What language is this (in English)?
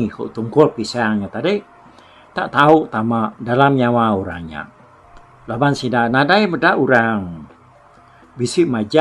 Iban